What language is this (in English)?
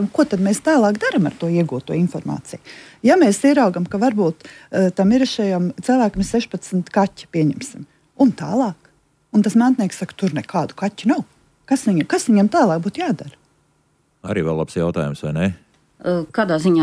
Latvian